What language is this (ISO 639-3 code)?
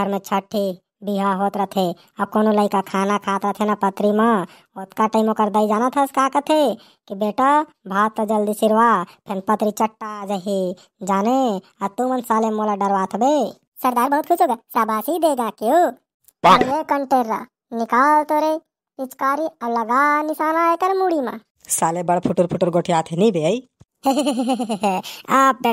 hne